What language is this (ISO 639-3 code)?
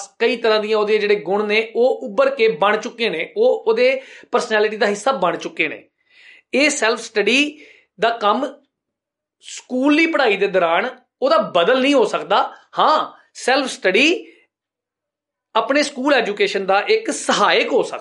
pan